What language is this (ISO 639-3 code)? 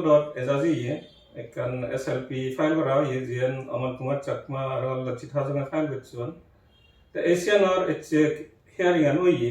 ccp